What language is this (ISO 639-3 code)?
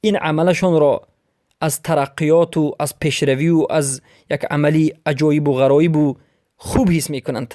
fas